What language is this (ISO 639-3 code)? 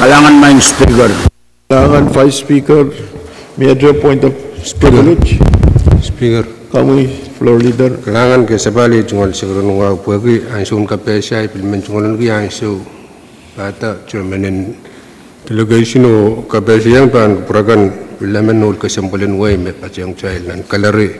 pon